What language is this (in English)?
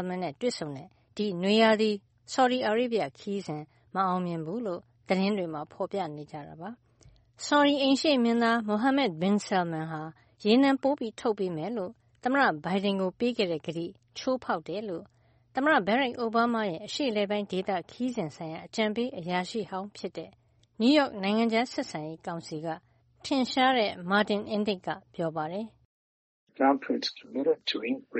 Burmese